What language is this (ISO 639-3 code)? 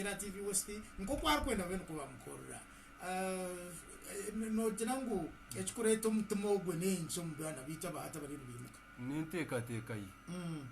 nyn